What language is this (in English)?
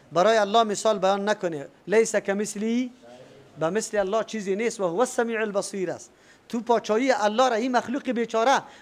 Persian